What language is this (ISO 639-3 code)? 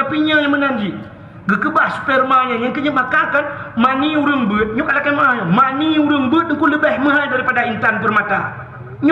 ace